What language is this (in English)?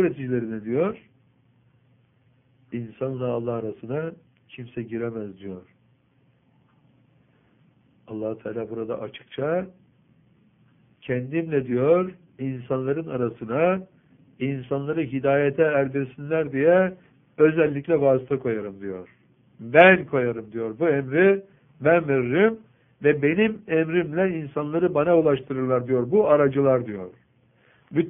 Turkish